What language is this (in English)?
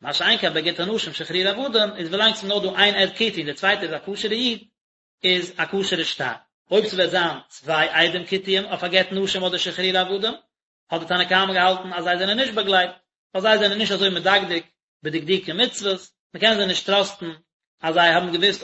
Yiddish